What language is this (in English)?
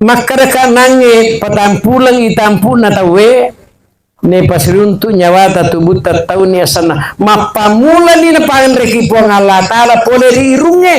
Buginese